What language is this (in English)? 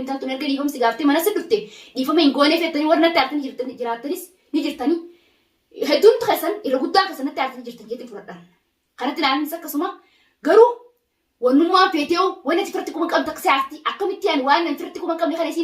Oromo